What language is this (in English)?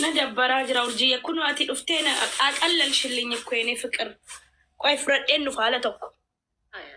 Oromo